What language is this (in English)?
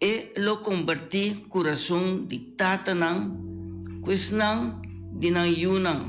Papiamento